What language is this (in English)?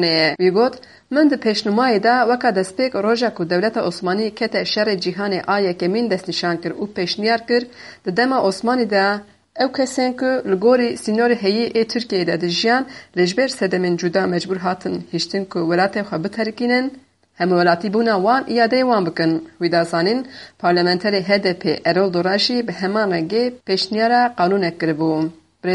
Kurdish